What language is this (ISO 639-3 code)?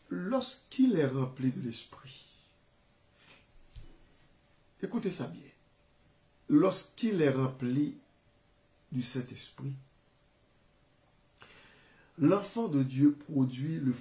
fra